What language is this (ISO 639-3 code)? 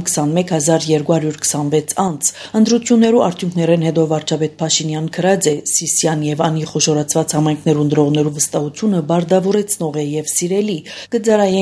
hye